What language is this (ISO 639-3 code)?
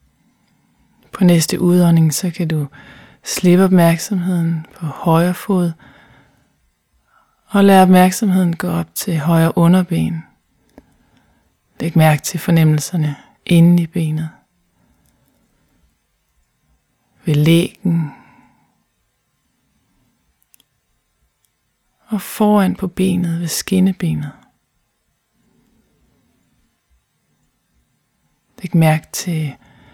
dan